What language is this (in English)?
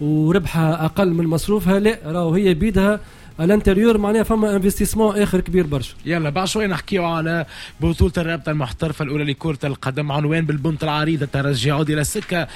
Tunisian Arabic